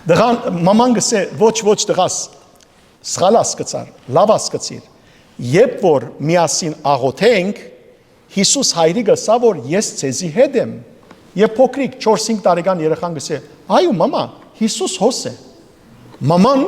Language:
Western Armenian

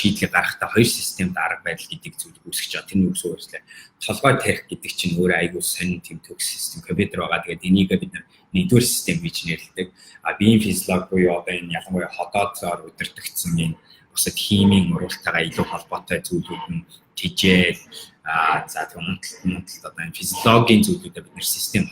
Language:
Mongolian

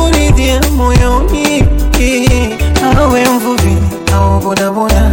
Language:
Swahili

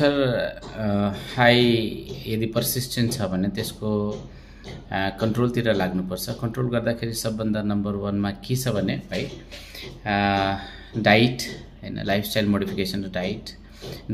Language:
Nepali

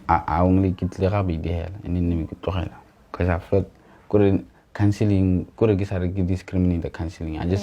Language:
Tswana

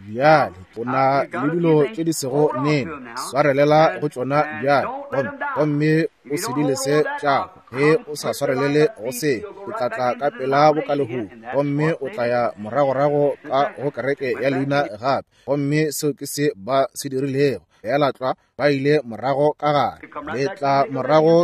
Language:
Northern Sotho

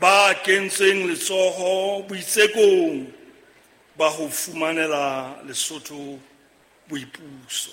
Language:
Southern Sotho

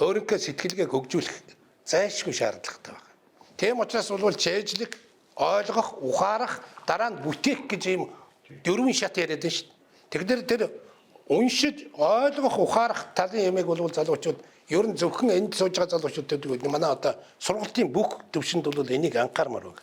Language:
Mongolian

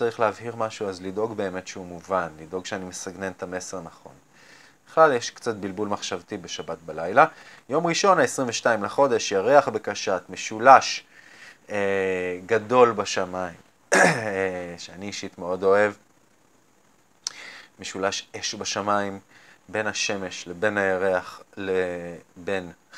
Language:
Hebrew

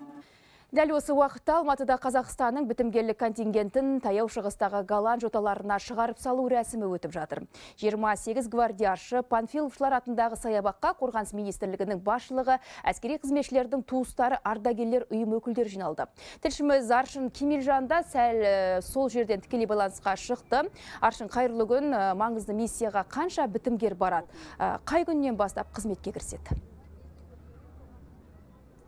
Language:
Kazakh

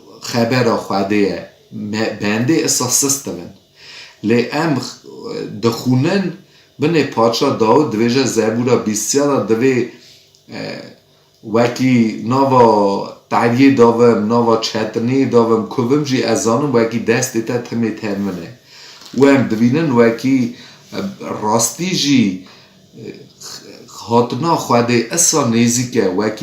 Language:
Kurdish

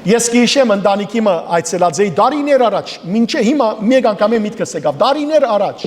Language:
Western Armenian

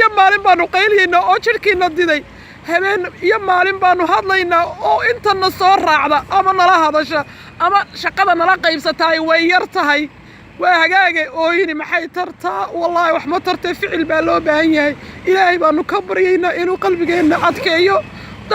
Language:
Somali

